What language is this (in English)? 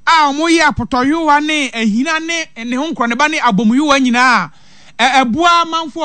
Akan